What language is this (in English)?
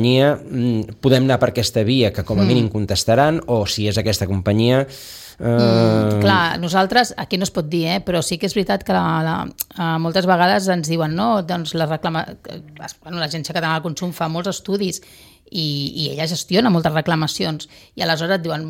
Catalan